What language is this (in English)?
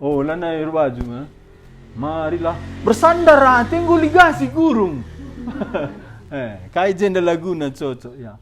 Batak Karo